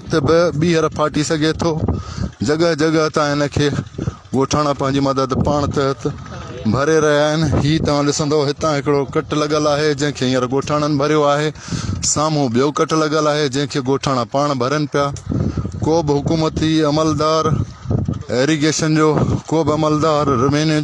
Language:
Sindhi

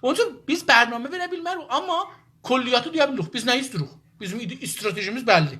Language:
South Azerbaijani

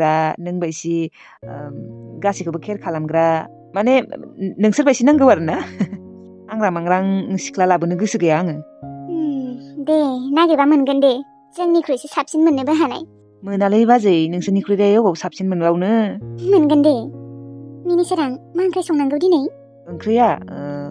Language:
Bodo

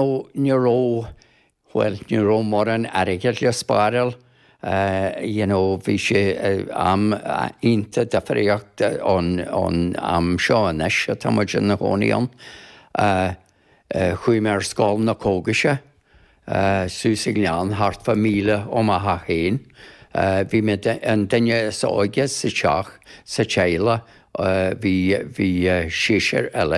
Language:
Irish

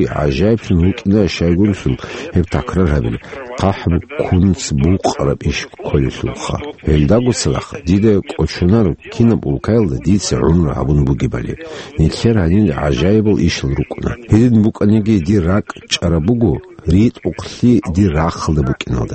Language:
Avaric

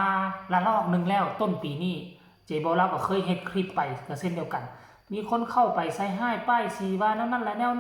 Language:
Northeastern Thai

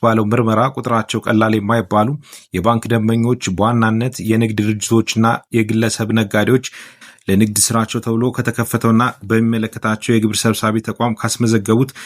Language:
Amharic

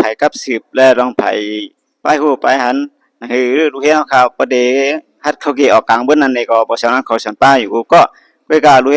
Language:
Shan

